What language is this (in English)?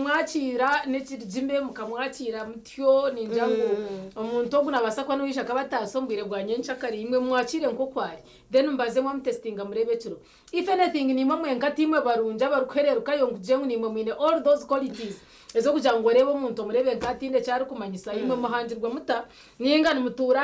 Nyankole